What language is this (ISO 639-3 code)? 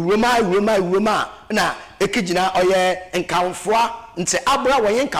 aka